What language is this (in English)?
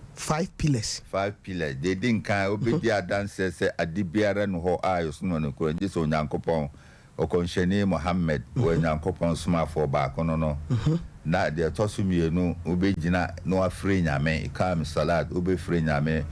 Akan